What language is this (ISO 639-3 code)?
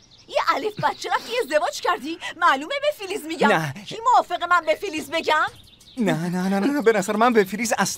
fas